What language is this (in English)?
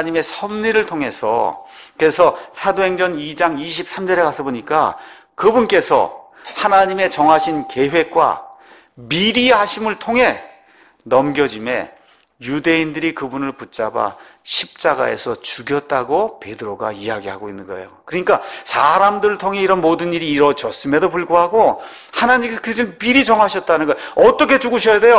Korean